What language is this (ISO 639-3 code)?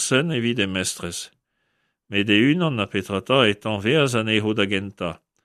bre